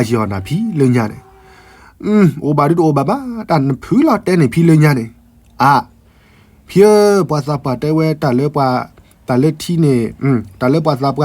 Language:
S'gaw Karen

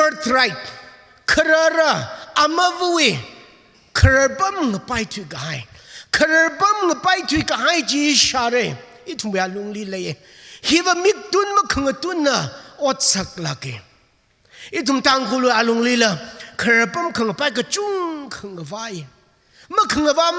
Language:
Tangkhul Naga (India)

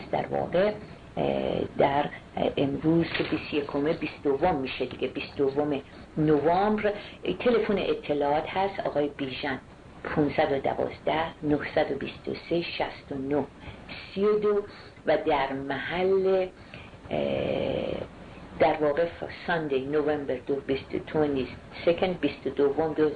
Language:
Persian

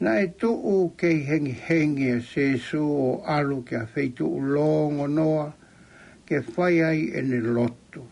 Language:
Tongan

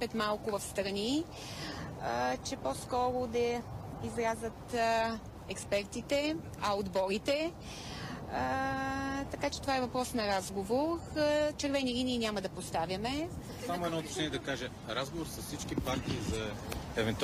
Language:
Bulgarian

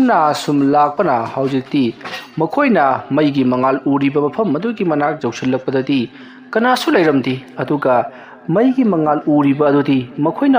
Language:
Manipuri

